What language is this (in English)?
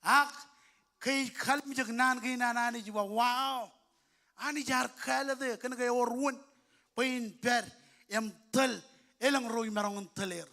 Marshallese